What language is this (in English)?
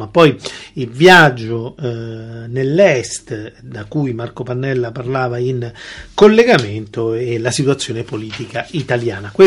Italian